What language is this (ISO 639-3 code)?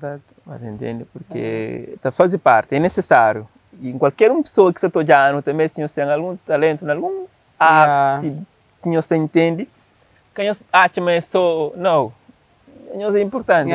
kea